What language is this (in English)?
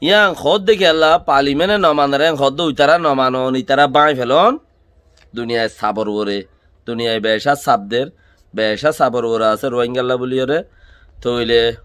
Rohingya